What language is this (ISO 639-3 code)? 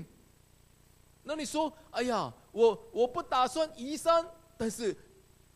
zho